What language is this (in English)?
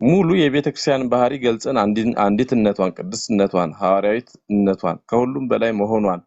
Amharic